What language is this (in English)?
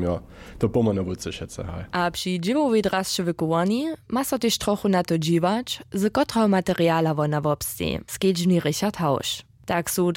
Upper Sorbian